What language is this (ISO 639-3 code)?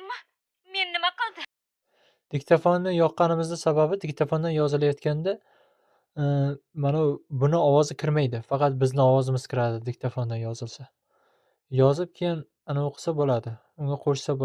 uzb